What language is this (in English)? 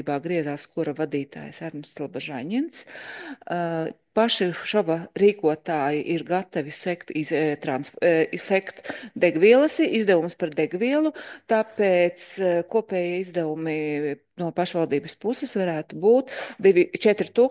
Latvian